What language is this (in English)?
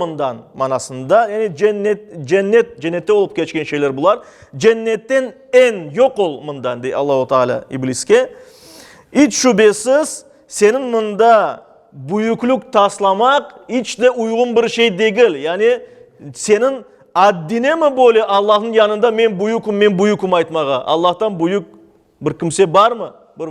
Crimean Tatar